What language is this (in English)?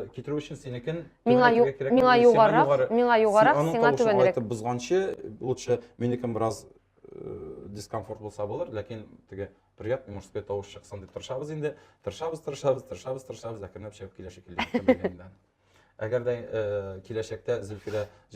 Tatar